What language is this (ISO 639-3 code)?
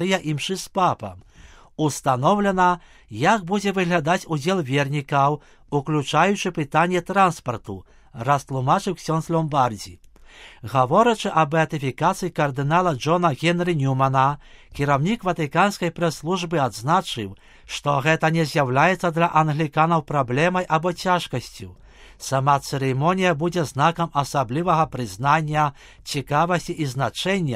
bel